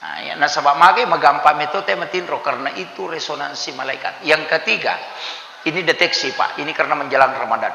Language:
Buginese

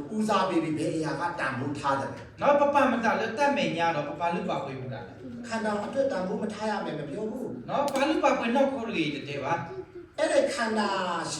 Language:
S'gaw Karen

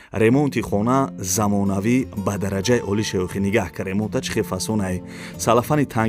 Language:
Tajik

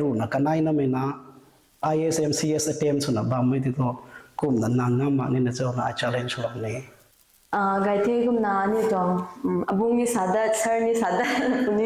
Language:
Rongmei Naga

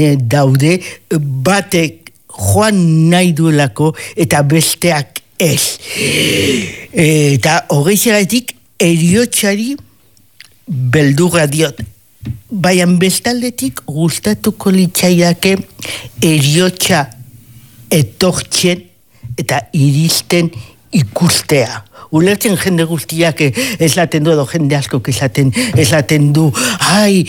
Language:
Basque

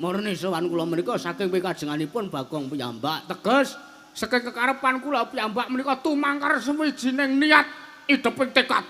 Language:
Javanese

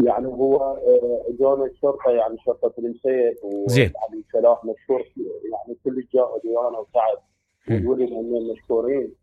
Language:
Mesopotamian Arabic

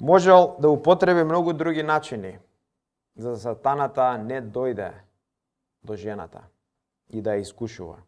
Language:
Macedonian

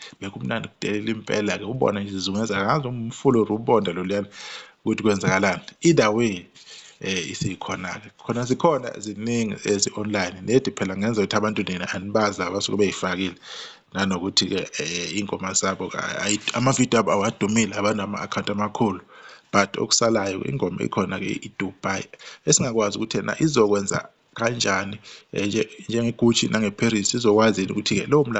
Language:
Zulu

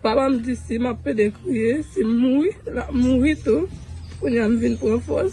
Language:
Haitian Creole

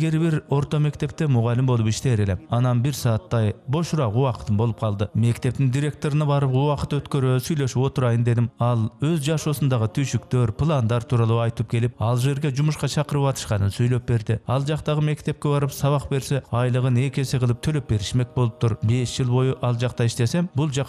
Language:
Kyrgyz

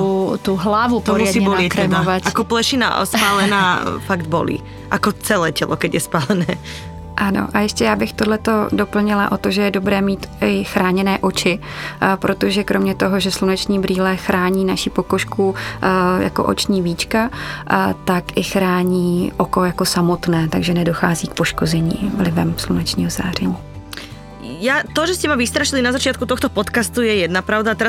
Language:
Slovak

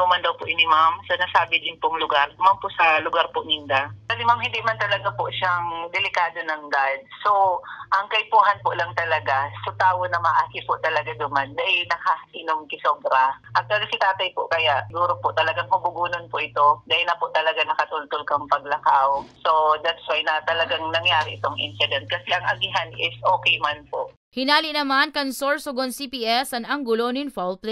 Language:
Bikol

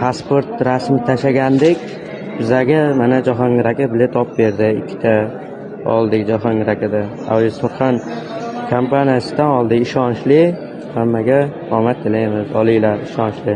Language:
Uzbek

